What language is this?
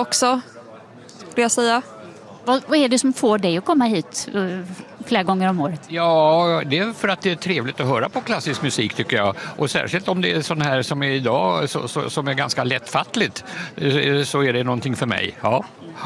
Swedish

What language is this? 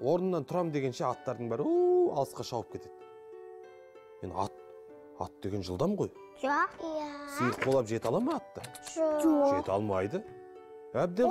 Kazakh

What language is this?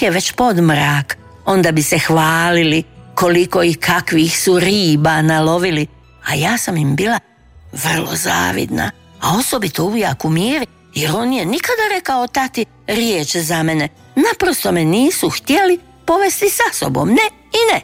Croatian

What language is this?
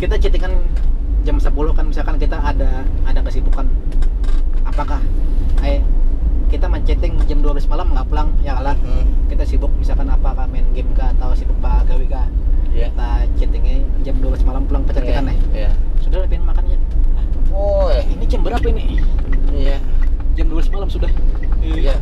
Banjar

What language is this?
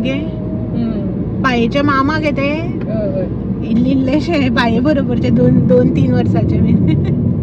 Konkani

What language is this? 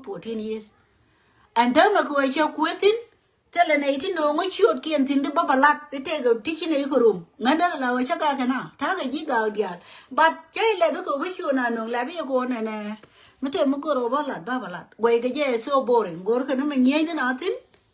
Nuer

